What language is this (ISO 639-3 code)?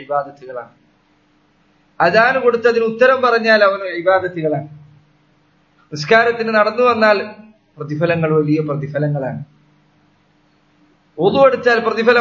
mal